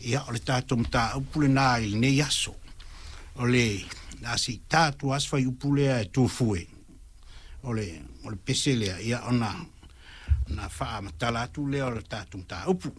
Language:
Samoan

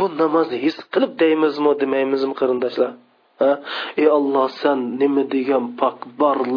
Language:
Uyghur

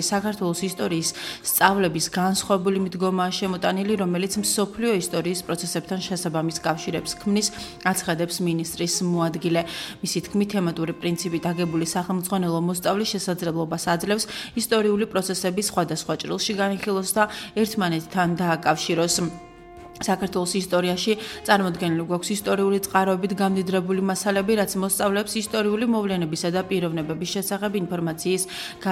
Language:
Georgian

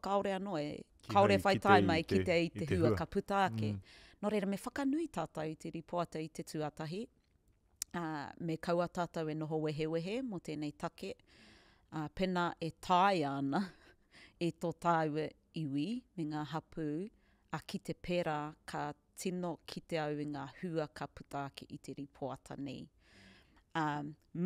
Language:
Māori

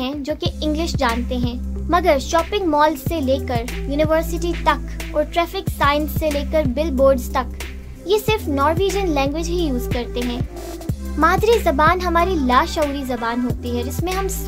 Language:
Urdu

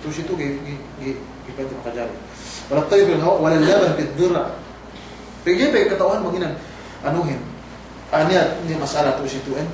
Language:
Yakan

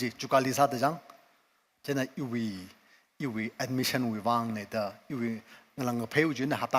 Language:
Tangkhul Naga (India)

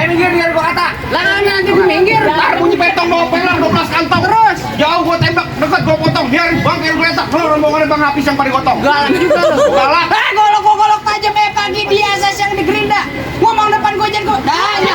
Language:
Betawi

